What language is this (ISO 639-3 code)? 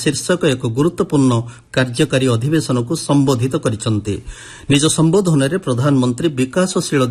ori